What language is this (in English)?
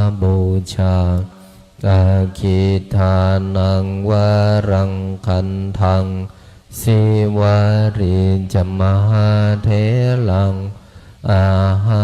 Pali